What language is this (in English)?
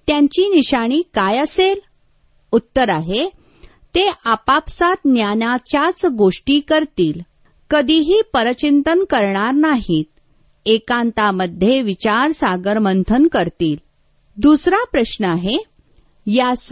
Marathi